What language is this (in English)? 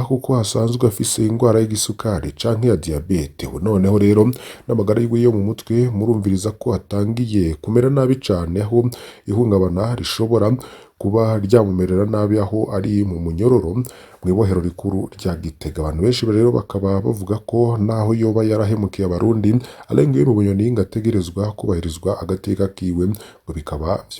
Rundi